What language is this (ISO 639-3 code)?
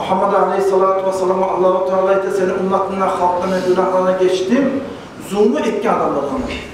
kum